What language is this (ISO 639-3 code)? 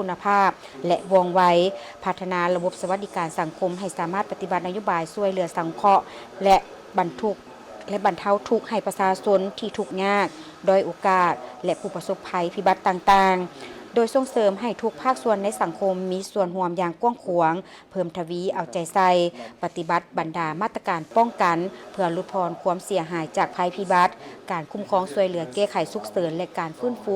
lao